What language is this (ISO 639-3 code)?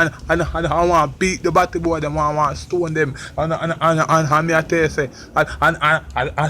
jam